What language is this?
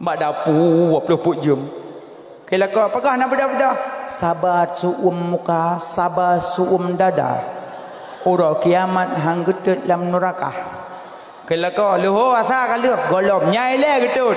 Achinese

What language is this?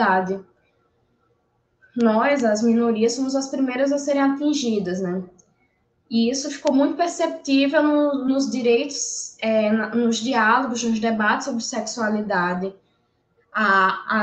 Portuguese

